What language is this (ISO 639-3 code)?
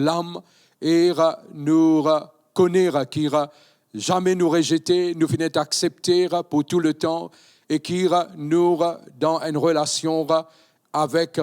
mfe